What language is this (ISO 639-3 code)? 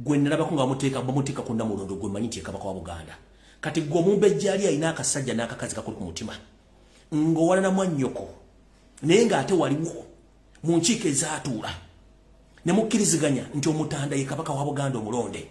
lug